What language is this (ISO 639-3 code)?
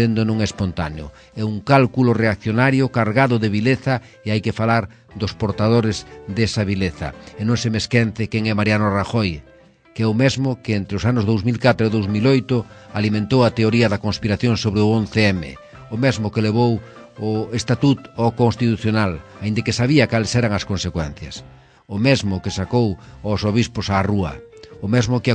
glg